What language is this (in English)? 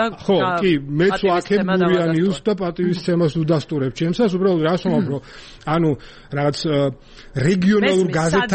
Georgian